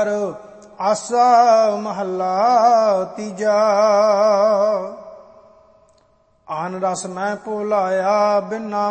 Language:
Punjabi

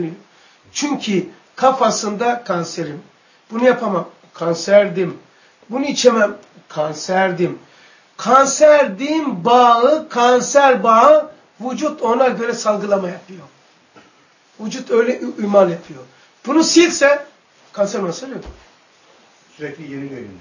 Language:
Turkish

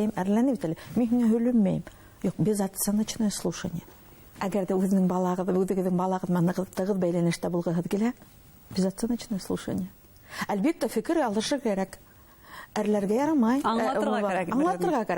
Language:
Bashkir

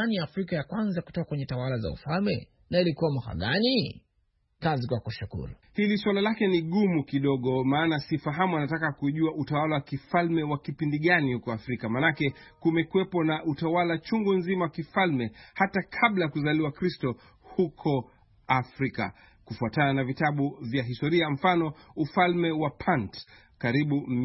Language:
Swahili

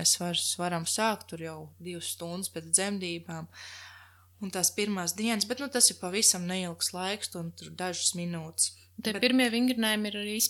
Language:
Latvian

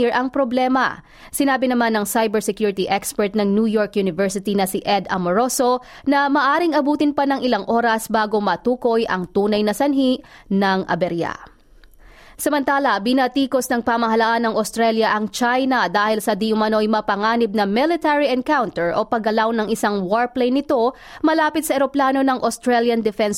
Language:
Filipino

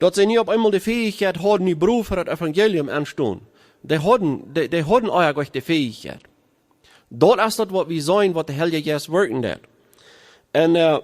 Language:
Plautdietsch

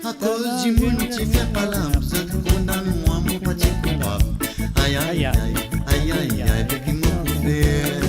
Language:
Morisyen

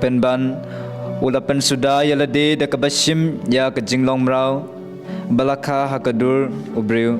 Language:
Khasi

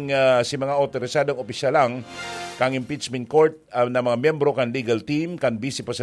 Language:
Bikol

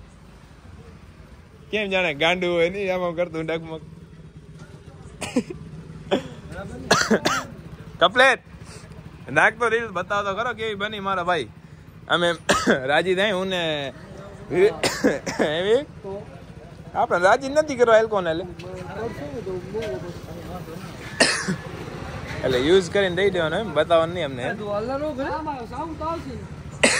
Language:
Gujarati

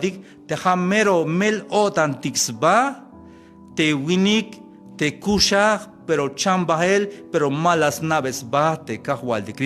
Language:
Tzeltal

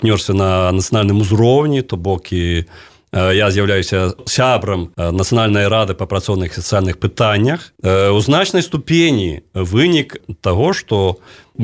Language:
Belarusian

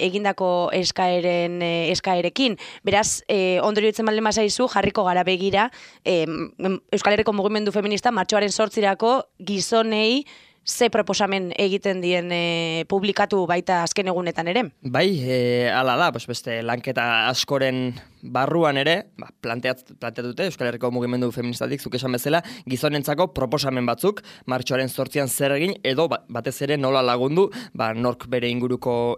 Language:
Basque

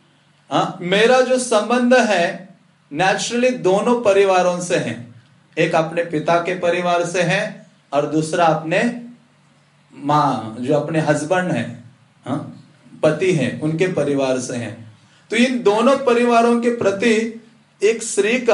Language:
Hindi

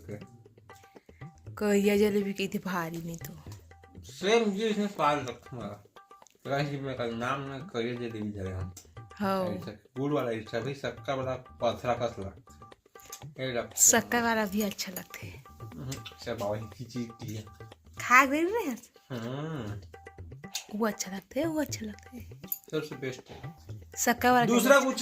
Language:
Chhattisgarhi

